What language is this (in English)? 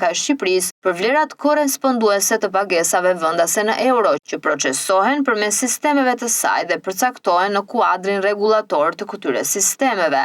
Albanian